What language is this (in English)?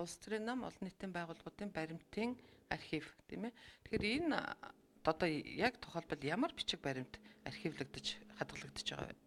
Mongolian